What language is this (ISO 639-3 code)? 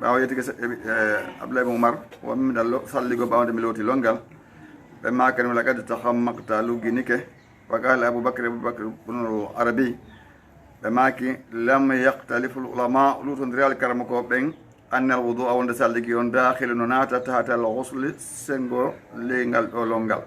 ful